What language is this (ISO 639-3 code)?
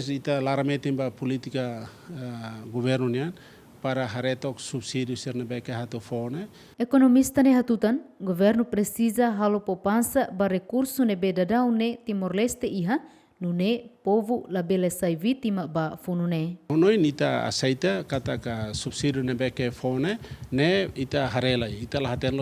tet